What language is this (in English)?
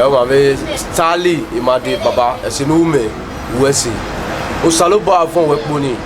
Bini